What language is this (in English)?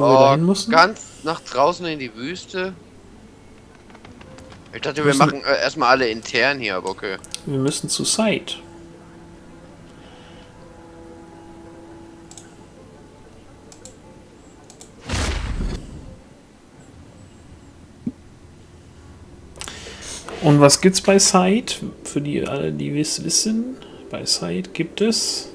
German